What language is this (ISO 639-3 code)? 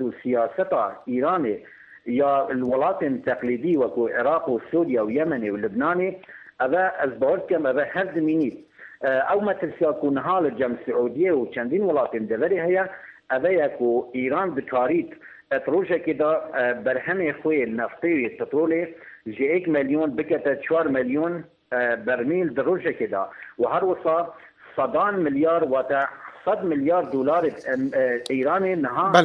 kur